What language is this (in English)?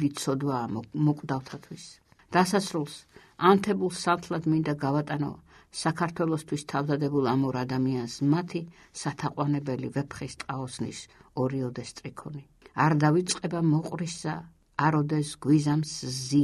Georgian